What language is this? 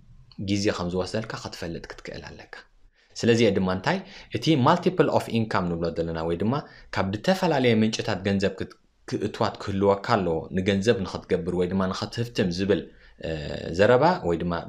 Tigrinya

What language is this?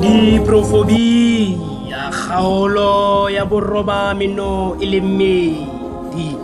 Southern Sotho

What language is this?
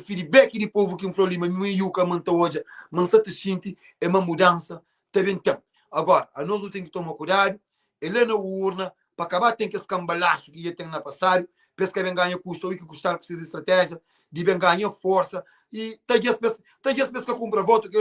Kabuverdianu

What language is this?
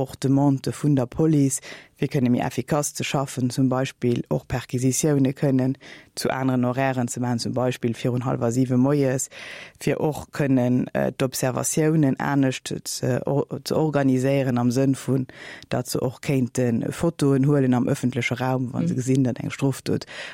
Luxembourgish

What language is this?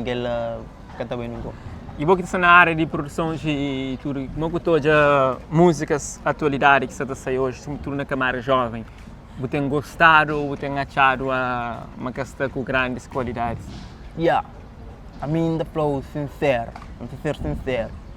Kabuverdianu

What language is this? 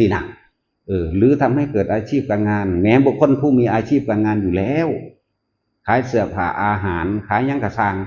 Northeastern Thai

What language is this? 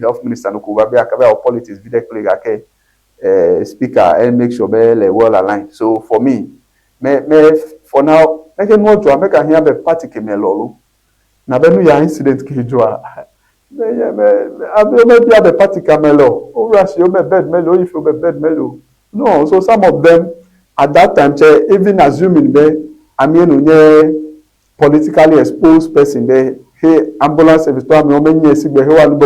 Ewe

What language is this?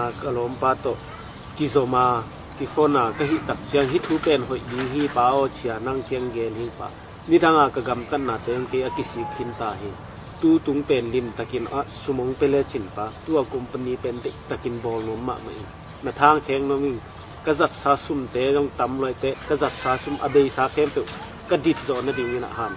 Tedim Chin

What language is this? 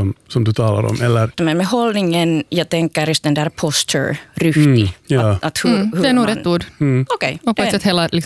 Swedish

